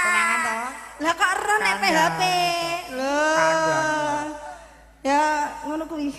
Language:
Javanese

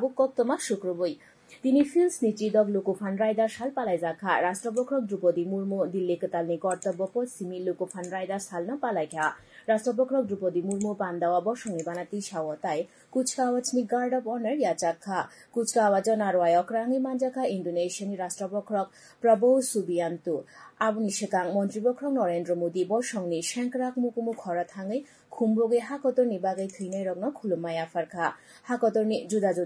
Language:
Kok Borok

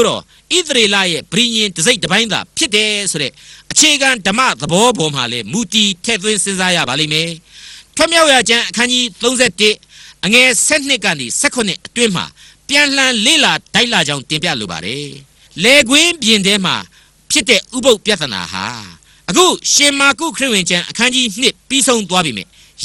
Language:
Burmese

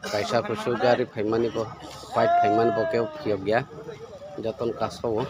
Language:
Kok Borok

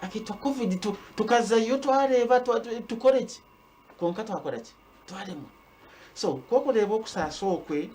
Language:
Nyankole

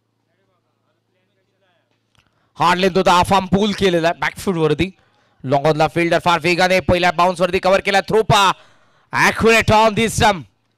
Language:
Marathi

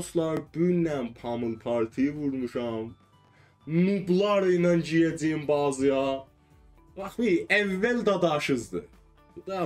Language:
South Azerbaijani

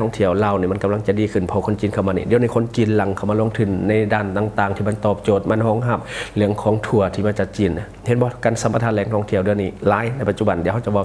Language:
Lao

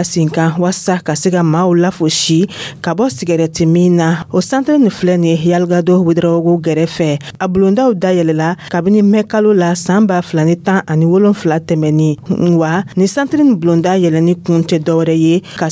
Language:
Dyula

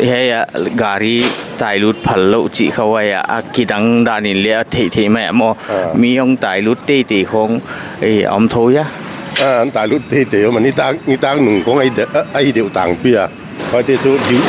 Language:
Paite Chin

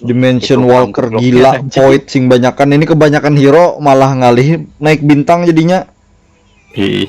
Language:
Banjar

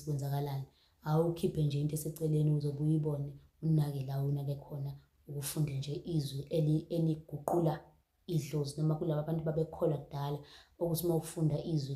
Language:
Zulu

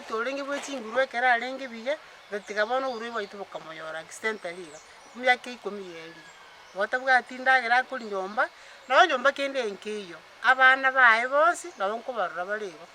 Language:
Gusii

